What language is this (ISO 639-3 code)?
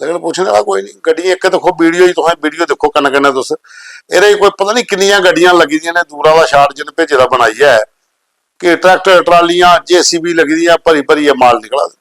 doi